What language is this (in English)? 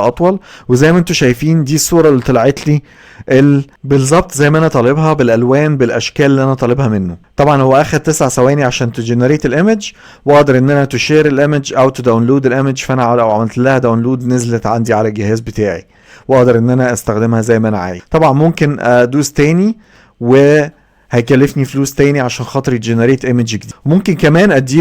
Egyptian Arabic